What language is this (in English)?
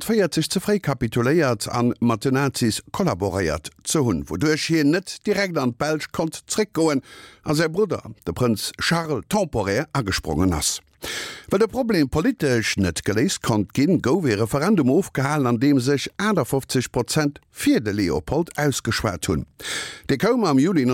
Luxembourgish